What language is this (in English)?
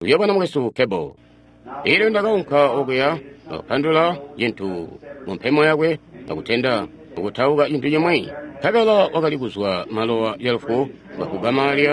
Tonga (Zambia)